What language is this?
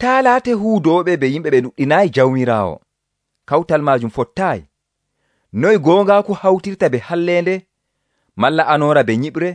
Nigerian Fulfulde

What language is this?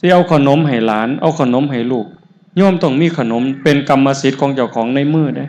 Northeastern Thai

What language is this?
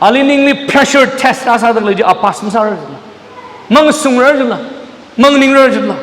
Tangkhul Naga (India)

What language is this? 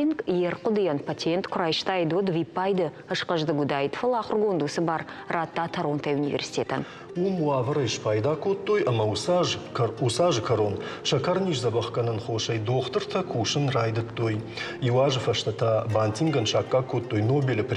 Ossetic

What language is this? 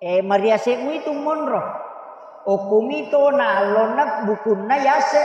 Buginese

